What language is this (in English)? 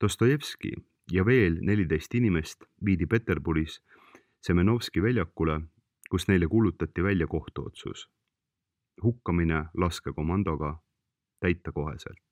Estonian